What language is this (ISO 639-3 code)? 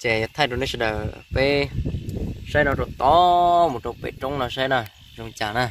hmn